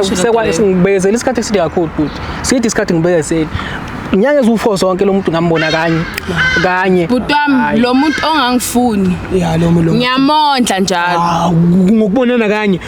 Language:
Zulu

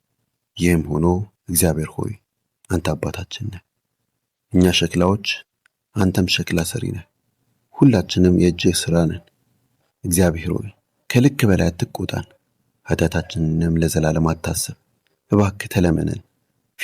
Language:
Amharic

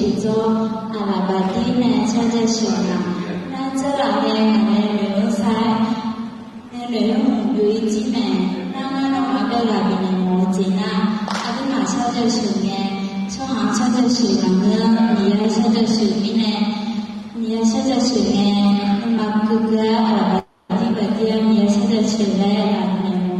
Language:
Akha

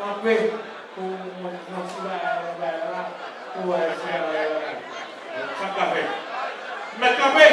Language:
Haitian Creole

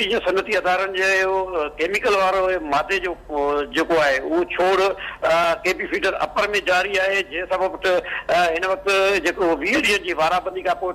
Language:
Sindhi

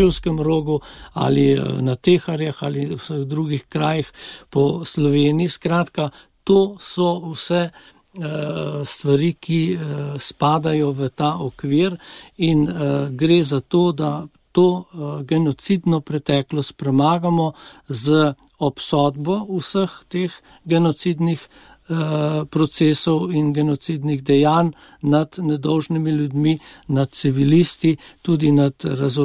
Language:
Slovenian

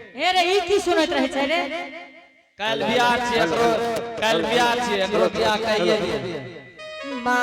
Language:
Angika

